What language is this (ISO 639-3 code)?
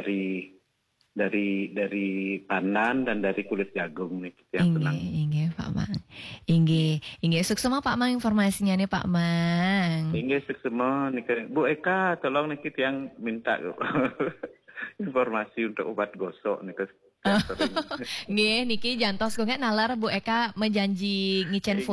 ban